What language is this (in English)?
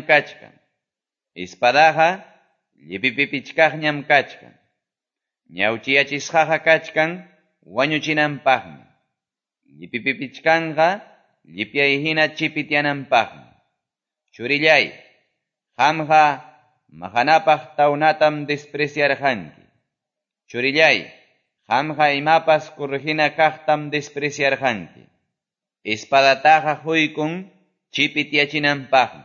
Quechua